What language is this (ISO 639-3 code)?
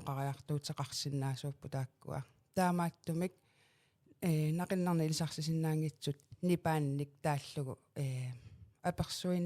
kal